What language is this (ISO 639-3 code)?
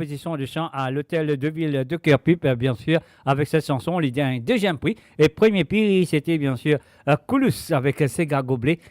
mfe